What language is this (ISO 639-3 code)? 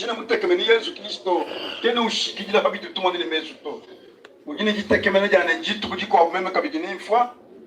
lua